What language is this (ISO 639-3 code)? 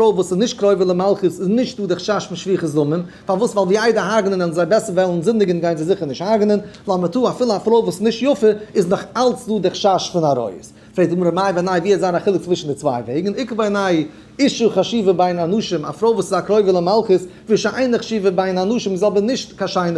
yid